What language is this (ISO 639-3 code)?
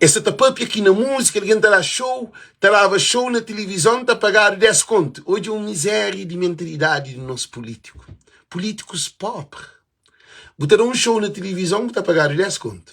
kea